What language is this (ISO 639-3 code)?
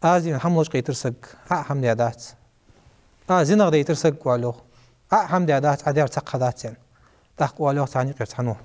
inh